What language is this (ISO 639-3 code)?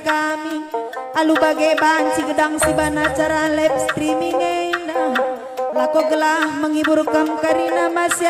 btx